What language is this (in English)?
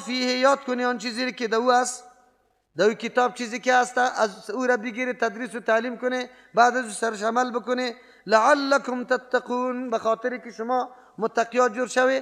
Persian